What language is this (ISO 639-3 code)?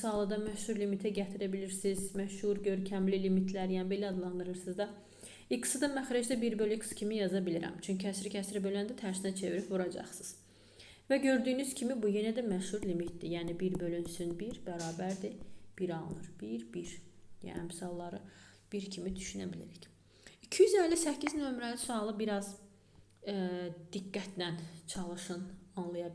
aze